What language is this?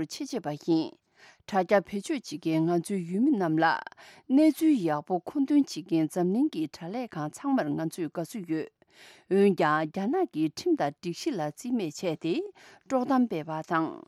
Tibetan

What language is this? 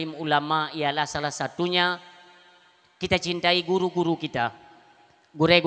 Achinese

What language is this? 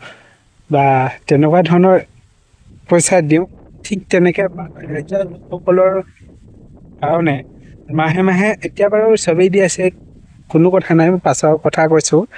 Assamese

